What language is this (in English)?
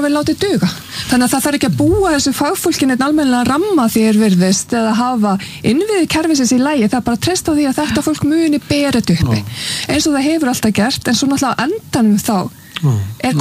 Icelandic